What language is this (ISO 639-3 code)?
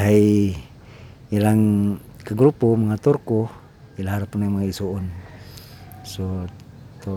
ceb